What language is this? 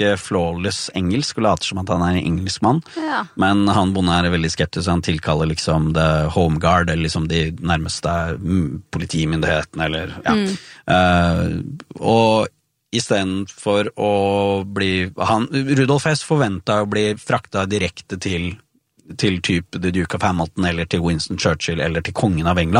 Norwegian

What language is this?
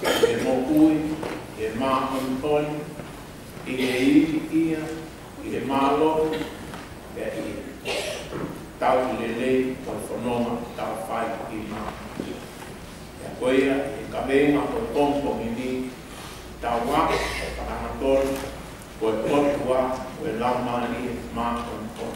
Tongan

